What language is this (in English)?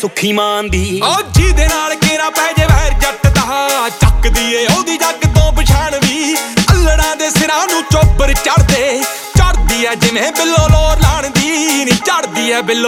Punjabi